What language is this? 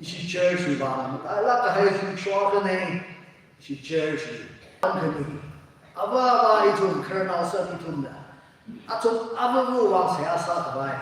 Tangkhul Naga (India)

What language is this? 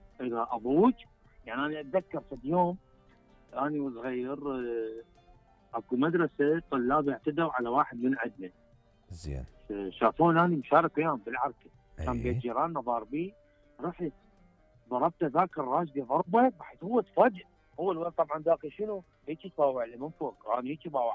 Mesopotamian Arabic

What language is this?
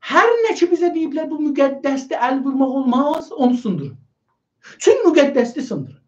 South Azerbaijani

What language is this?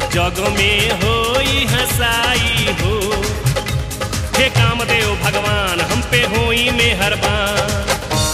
Bhojpuri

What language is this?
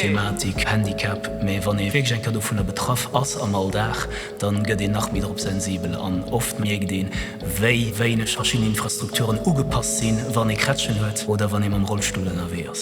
Luxembourgish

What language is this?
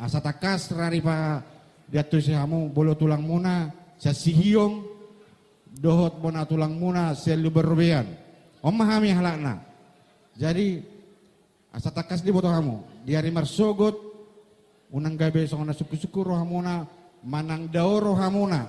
Batak Toba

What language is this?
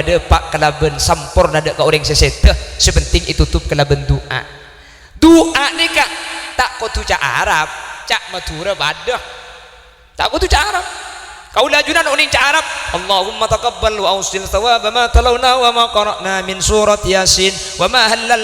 Madurese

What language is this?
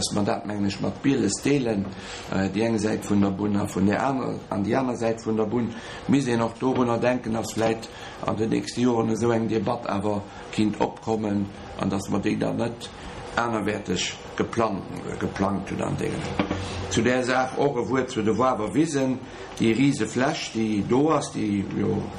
Luxembourgish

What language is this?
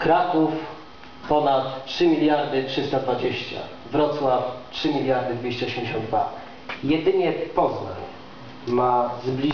Polish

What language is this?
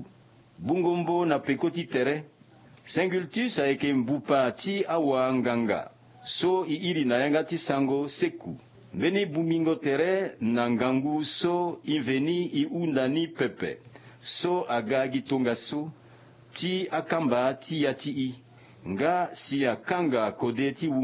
Sango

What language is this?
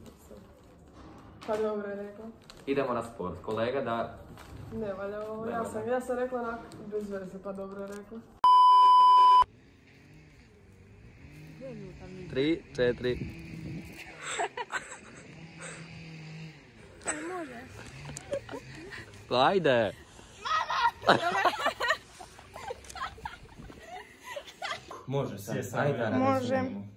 Croatian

